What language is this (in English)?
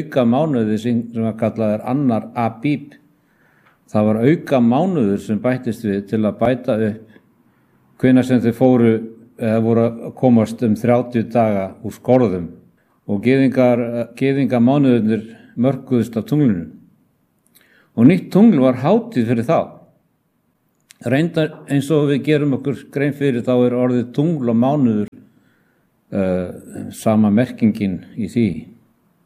Icelandic